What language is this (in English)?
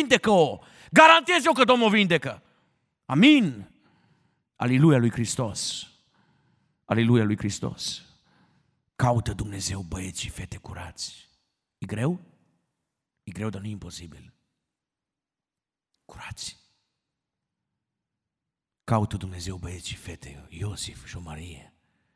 Romanian